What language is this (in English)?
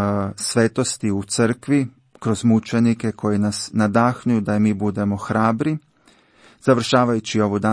Croatian